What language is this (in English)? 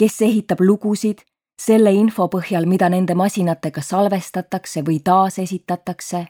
Estonian